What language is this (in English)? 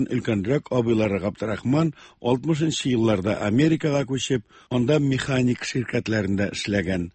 Tatar